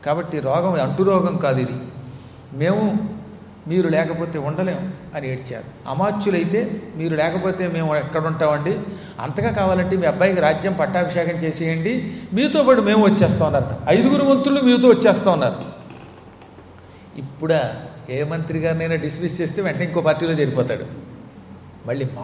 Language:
Telugu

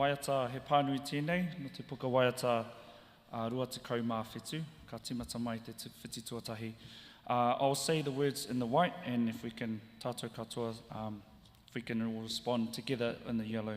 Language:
Māori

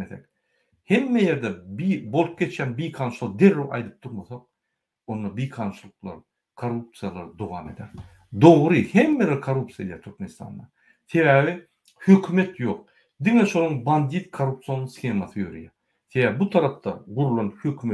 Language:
Turkmen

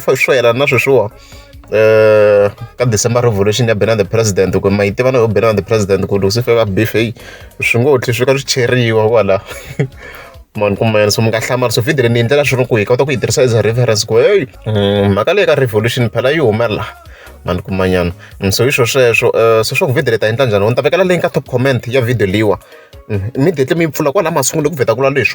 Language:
Tsonga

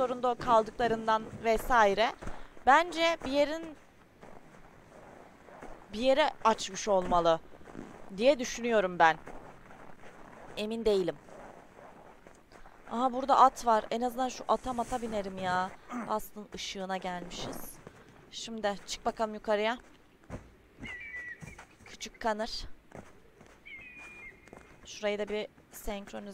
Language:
Turkish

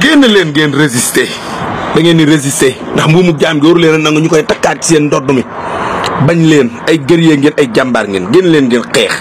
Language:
Wolof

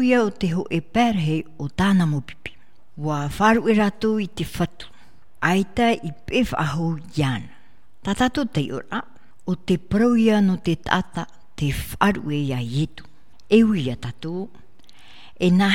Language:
Tahitian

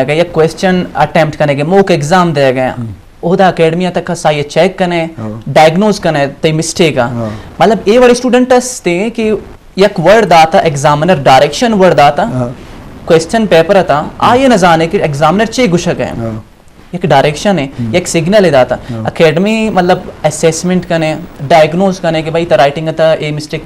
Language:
Eastern Balochi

